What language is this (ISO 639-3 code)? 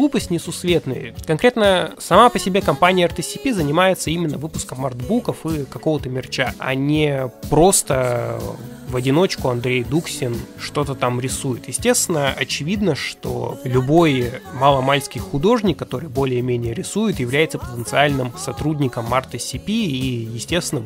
rus